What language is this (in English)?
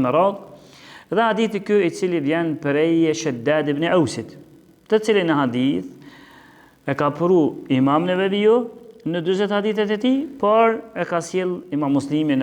Albanian